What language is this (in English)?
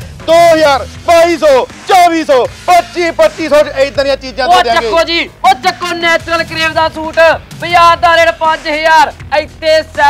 Punjabi